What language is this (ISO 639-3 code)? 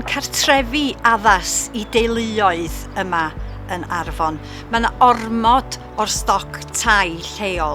cym